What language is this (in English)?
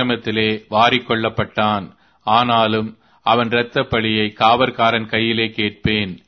Tamil